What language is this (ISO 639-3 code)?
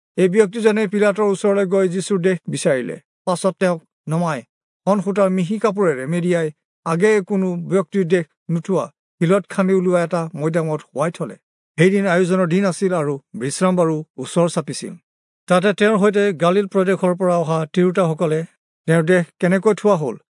asm